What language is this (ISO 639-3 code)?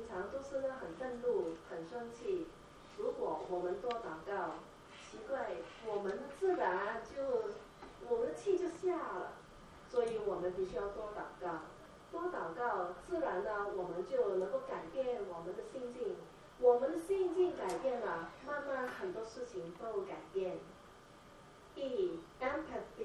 zho